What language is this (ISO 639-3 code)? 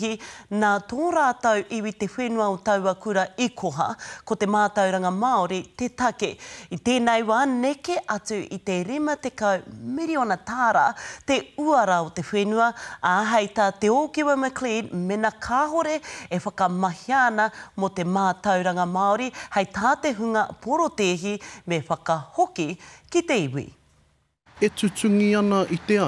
mri